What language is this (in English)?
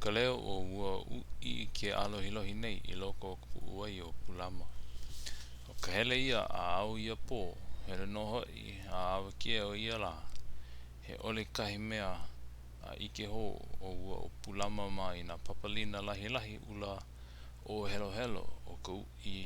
Hawaiian